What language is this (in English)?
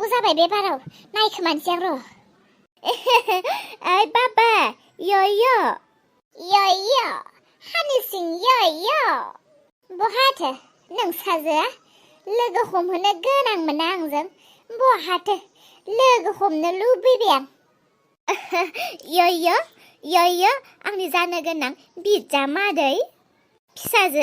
Bodo